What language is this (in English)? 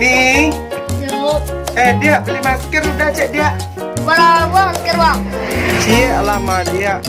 Minangkabau